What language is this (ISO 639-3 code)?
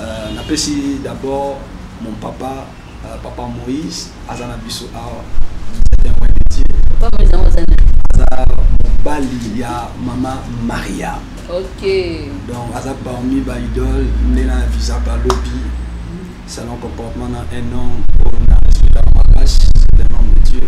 lin